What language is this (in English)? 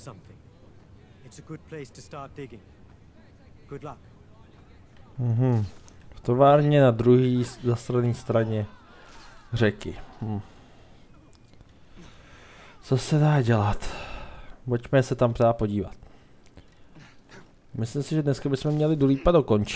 Czech